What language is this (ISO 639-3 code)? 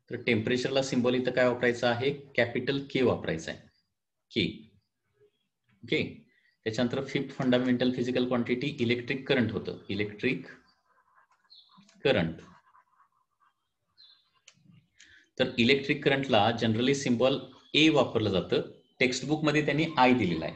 mar